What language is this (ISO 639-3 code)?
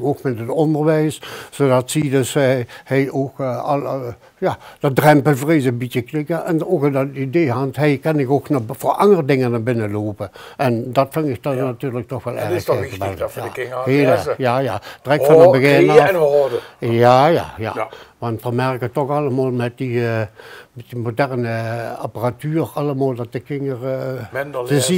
lim